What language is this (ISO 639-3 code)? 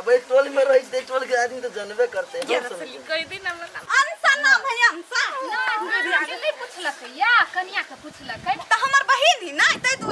mai